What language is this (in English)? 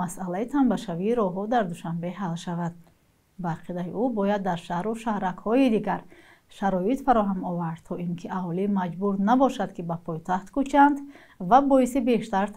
Tajik